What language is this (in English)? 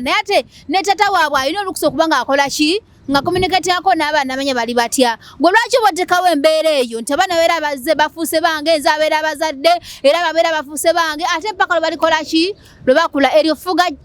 Ganda